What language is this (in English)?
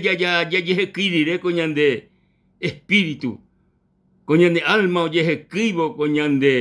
Guarani